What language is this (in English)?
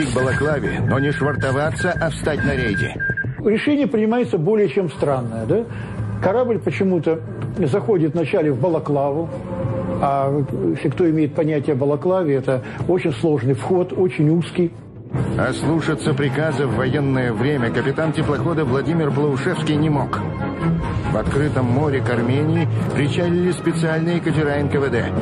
Russian